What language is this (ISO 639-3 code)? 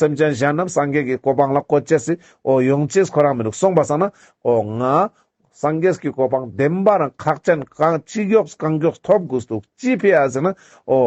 lbj